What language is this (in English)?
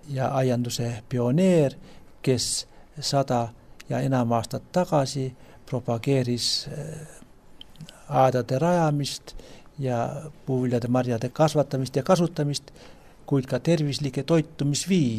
Estonian